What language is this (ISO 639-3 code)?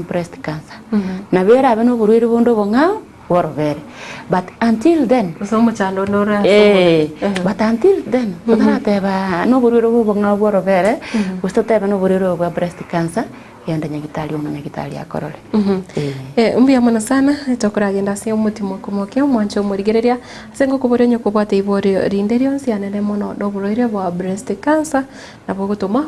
guz